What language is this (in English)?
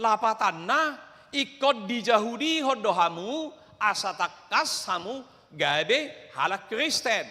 Batak Toba